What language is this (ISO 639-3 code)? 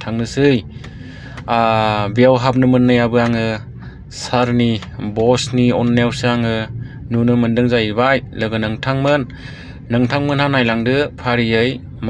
brx